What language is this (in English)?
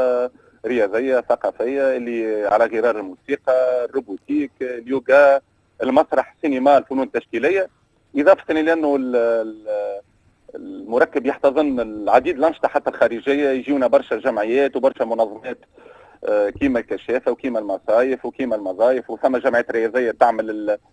Tunisian Arabic